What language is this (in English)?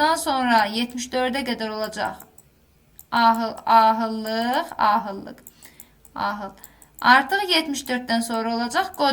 Azerbaijani